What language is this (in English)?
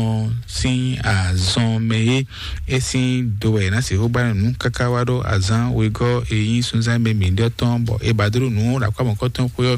Fon